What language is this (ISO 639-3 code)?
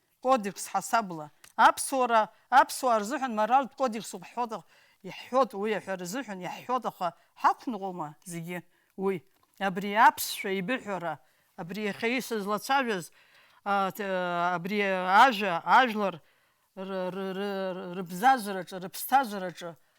abk